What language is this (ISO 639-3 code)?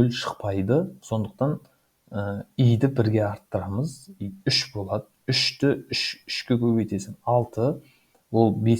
kaz